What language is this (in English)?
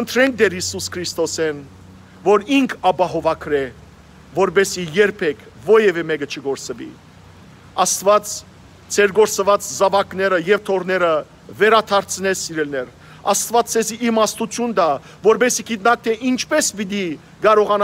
Western Armenian